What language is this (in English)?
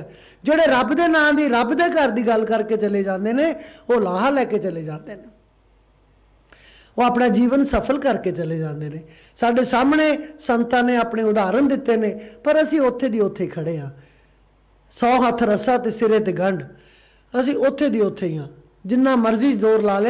Punjabi